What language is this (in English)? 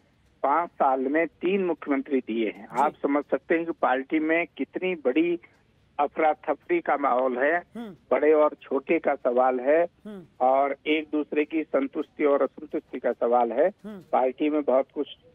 Hindi